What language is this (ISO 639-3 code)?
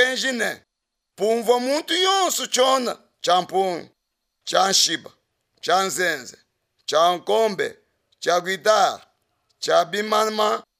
lua